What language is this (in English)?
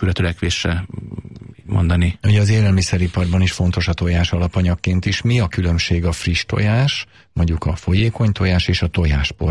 Hungarian